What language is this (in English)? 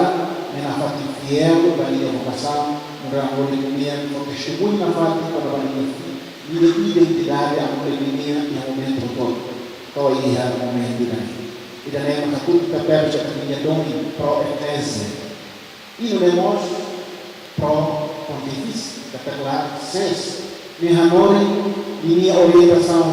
Tetum